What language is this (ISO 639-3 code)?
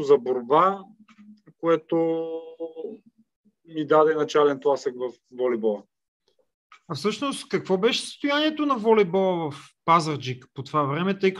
bul